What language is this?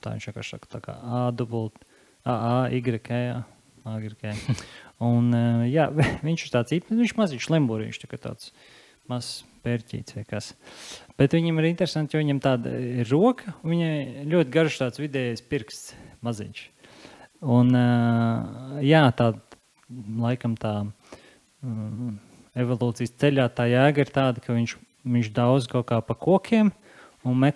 Latvian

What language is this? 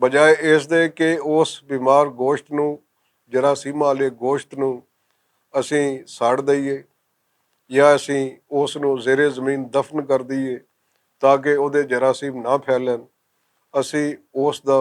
Western Panjabi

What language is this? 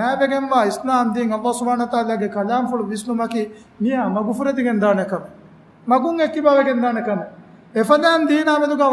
Divehi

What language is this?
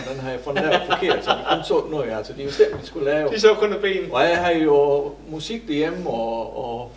Danish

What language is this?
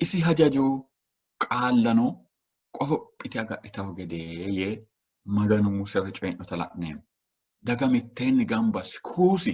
Sidamo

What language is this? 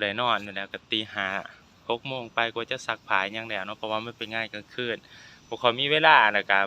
Lao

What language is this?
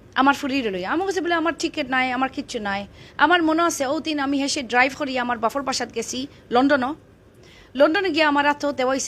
Sylheti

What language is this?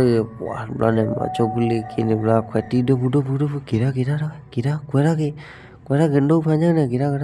S'gaw Karen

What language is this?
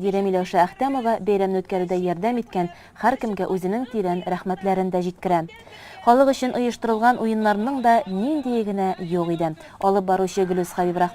Tatar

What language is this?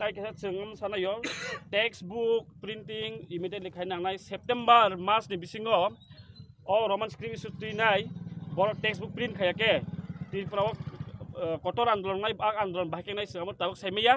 Kok Borok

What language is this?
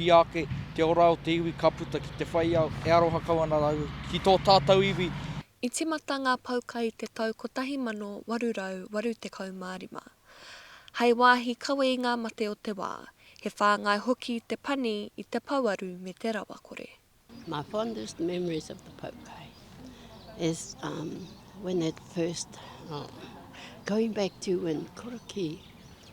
Māori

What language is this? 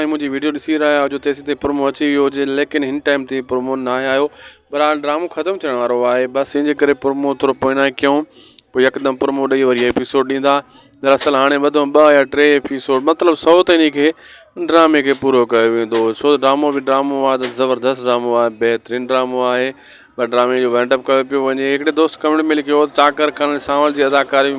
Sindhi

